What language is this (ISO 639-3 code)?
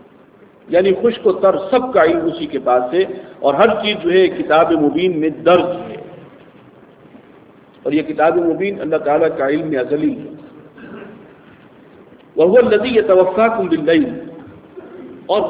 urd